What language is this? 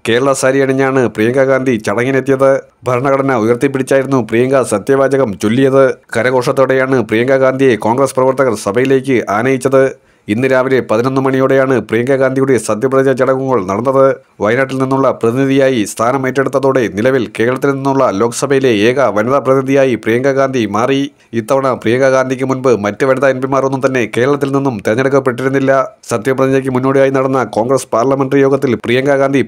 Malayalam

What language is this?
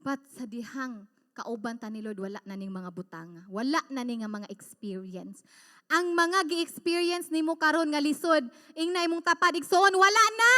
Cebuano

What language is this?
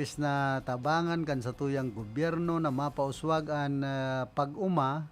Bikol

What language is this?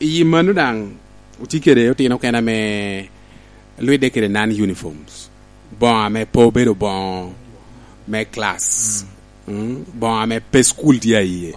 Lango (Uganda)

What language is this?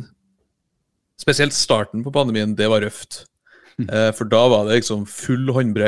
Norwegian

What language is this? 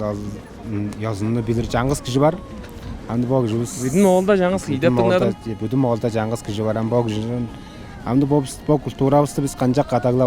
Tuvinian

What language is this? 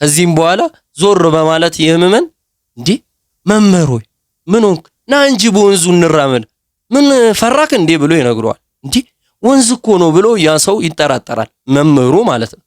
Amharic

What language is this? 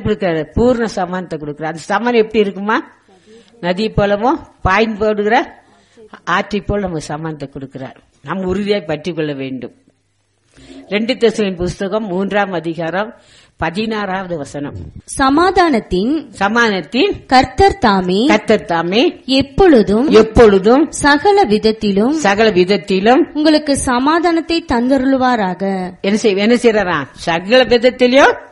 Tamil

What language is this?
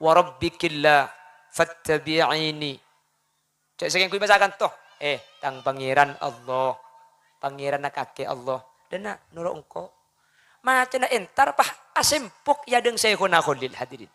Madurese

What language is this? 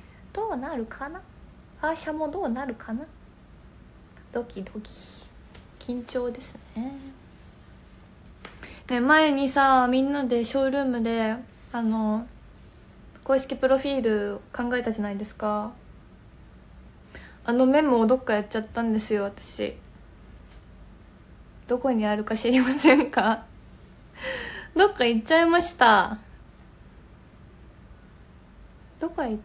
Japanese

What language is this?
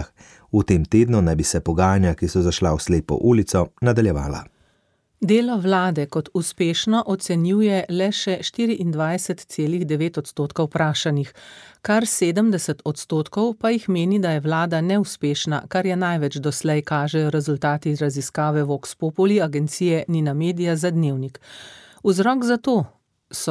Slovenian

